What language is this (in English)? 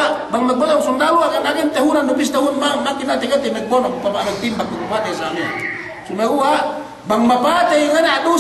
Yakan